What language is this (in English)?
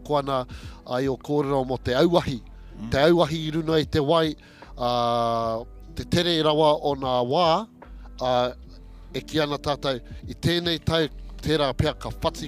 Māori